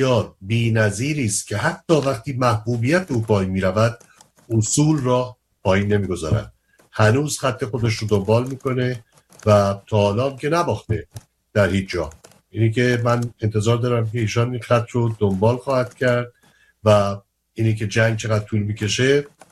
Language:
Persian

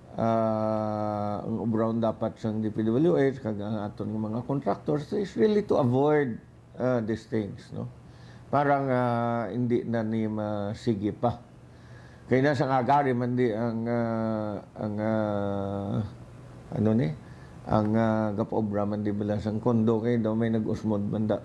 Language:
Hiligaynon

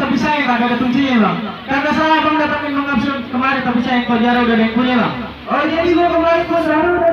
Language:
Betawi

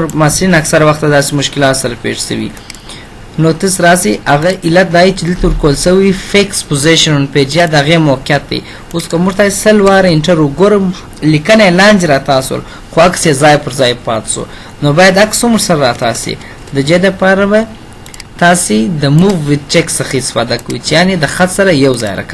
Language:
Pashto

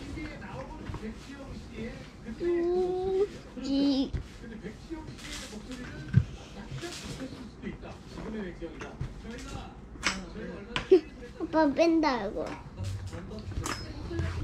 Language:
Korean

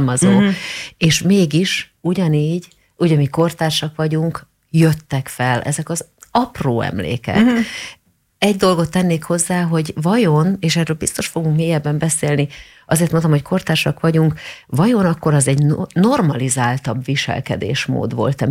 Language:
Hungarian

